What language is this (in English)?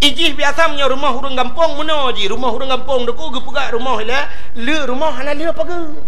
Achinese